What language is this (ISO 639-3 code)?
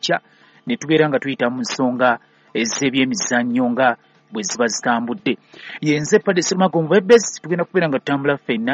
lug